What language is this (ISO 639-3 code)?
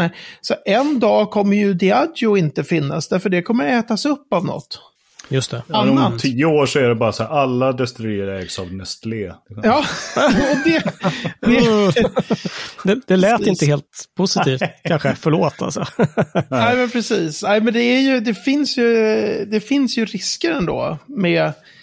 swe